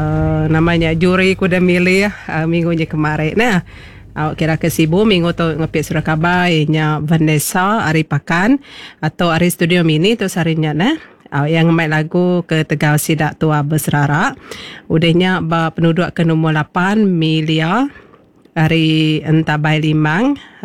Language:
Iban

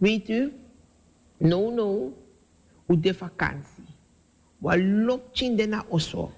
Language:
Sranan Tongo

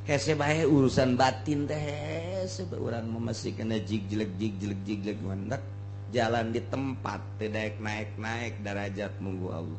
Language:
Sundanese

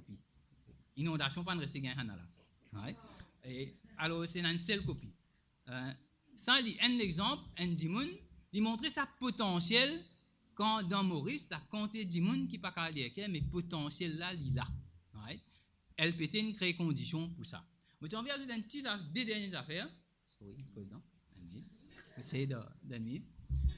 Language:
Morisyen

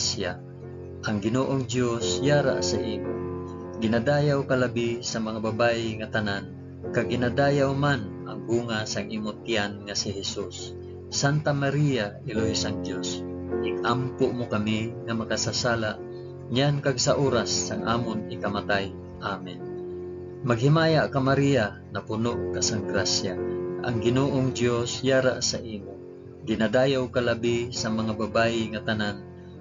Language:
Hiligaynon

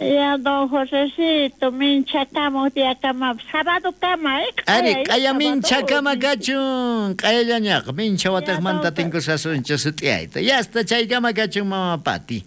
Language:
South Bolivian Quechua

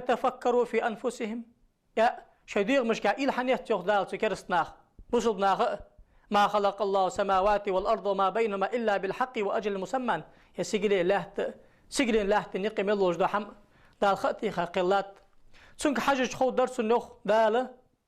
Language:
Ingush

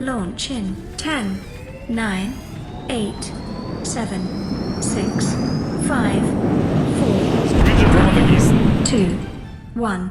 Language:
Bavarian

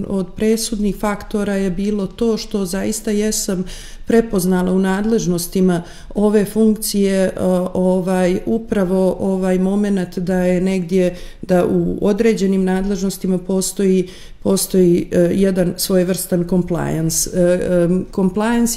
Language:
Bosnian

